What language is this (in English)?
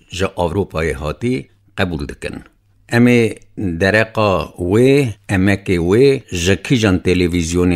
Kurdish